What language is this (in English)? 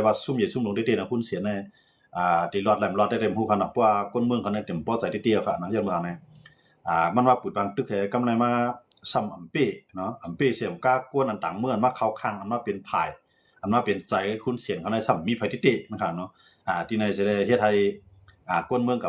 Shan